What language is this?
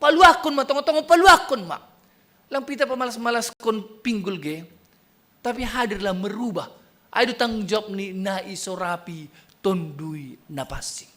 Batak Simalungun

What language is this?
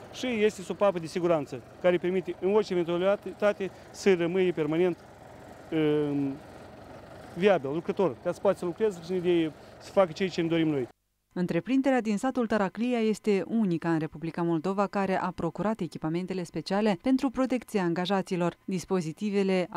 Romanian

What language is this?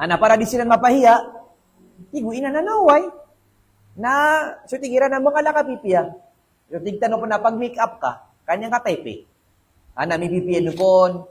Maranao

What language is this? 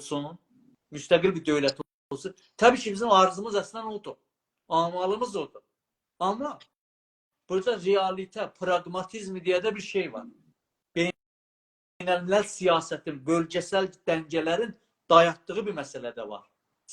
South Azerbaijani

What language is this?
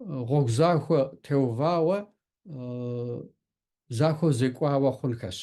Kabardian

